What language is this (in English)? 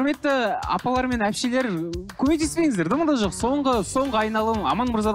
Kazakh